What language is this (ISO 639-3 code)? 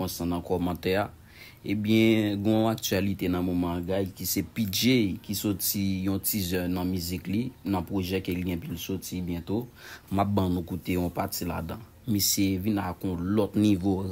hat